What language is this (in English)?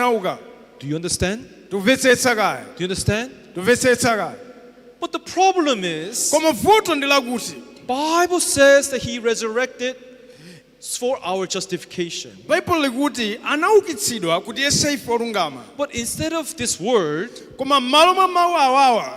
Nyanja